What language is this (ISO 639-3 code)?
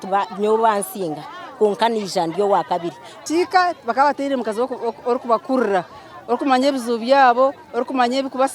nyn